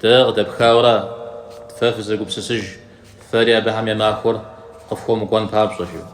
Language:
Kabardian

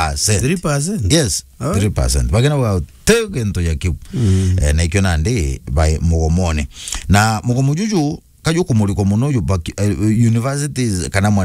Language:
Meru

